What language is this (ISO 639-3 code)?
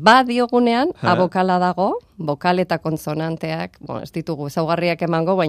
eus